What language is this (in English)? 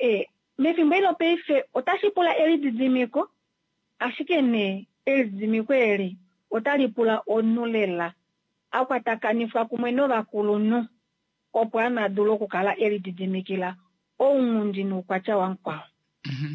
Kuanyama